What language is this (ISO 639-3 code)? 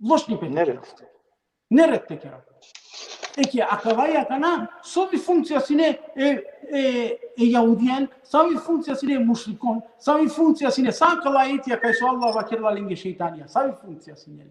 rmn